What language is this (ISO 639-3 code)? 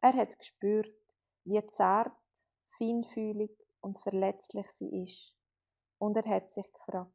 gsw